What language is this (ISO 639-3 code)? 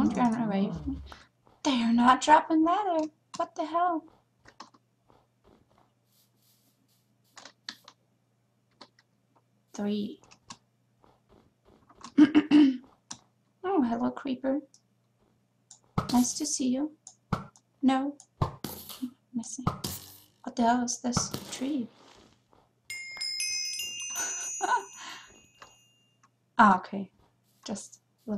eng